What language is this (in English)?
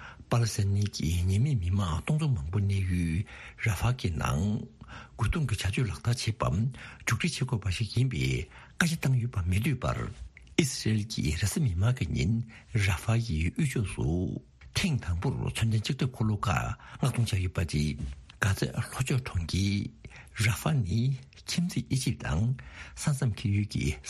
Tibetan